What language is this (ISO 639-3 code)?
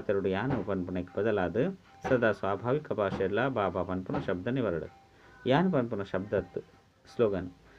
tcy